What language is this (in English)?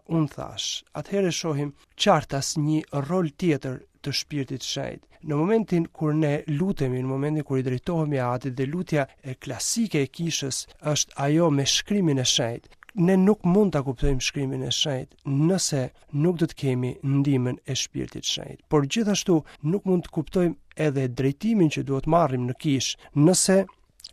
Albanian